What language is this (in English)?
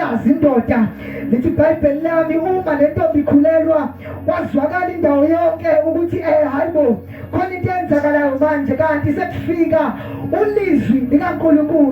Zulu